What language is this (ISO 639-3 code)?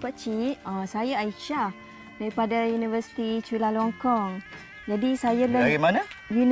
msa